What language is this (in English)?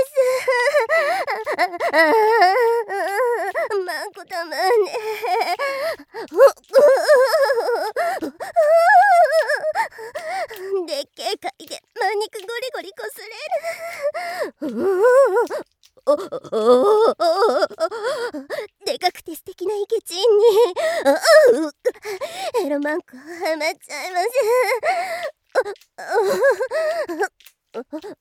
Japanese